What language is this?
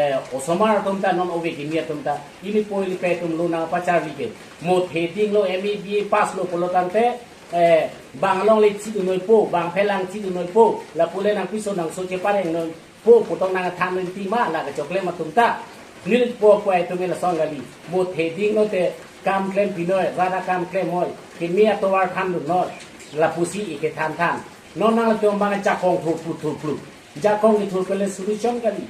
Karbi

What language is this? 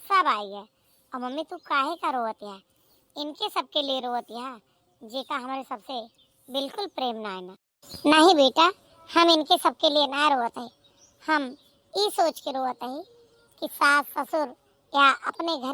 Awadhi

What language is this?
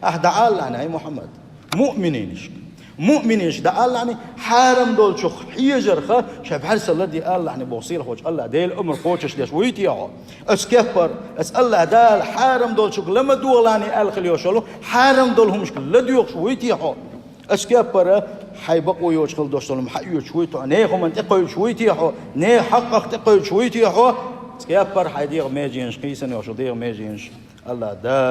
Chechen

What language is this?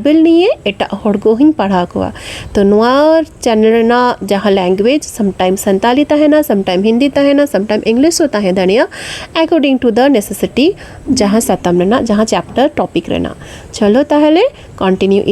Santali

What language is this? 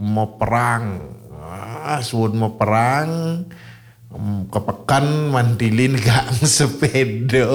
Balinese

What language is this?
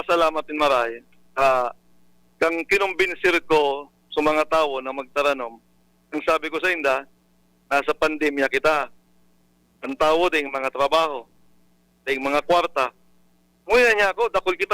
Bikol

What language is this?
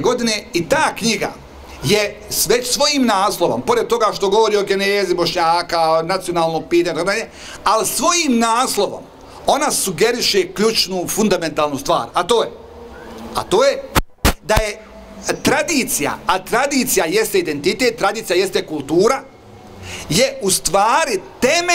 Bosnian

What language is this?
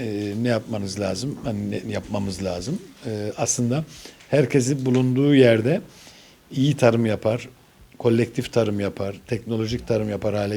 Gagauz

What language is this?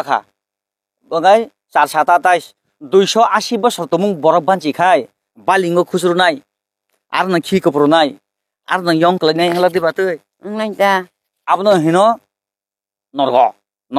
Kok Borok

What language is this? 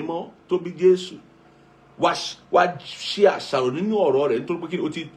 Yoruba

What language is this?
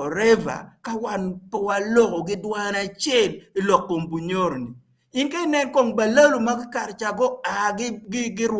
Acoli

